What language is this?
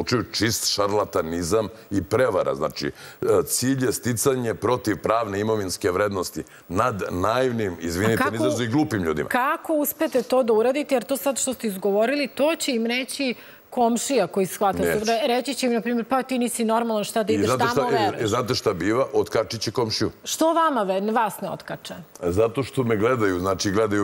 Serbian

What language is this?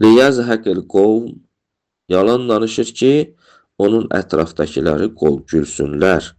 Azerbaijani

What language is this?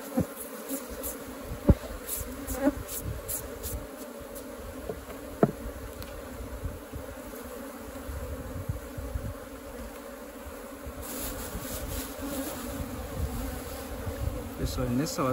Portuguese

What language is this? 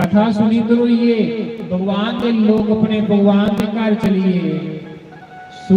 Dogri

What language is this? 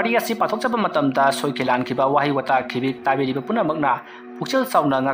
Manipuri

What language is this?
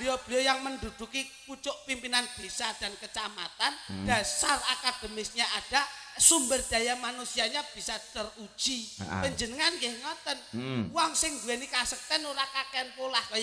Javanese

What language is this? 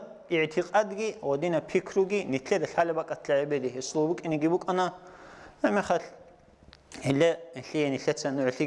Avaric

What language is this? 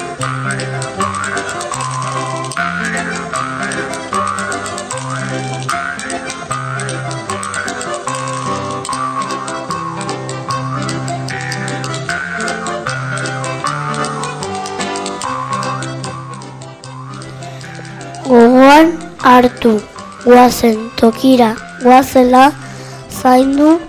Basque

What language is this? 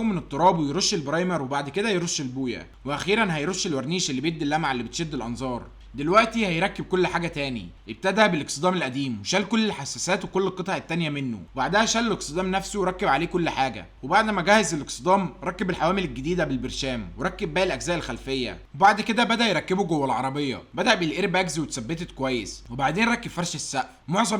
Egyptian Arabic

